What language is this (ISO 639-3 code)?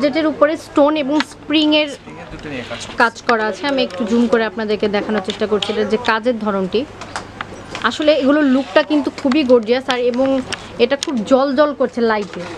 ben